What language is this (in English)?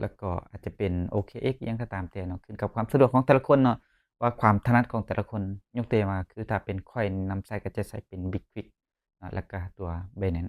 Lao